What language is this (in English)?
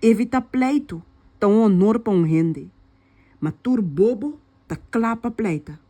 Papiamento